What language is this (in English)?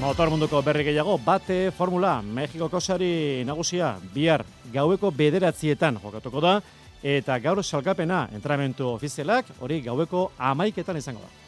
Basque